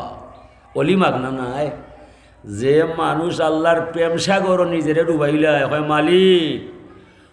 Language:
Sylheti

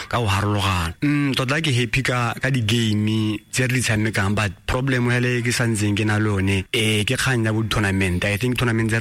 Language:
Tswana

